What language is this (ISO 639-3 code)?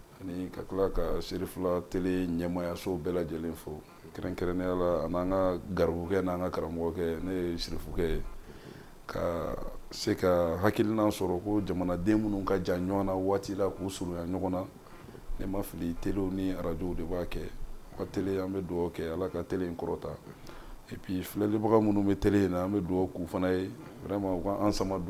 bam